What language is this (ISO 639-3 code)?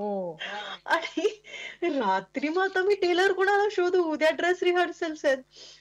mar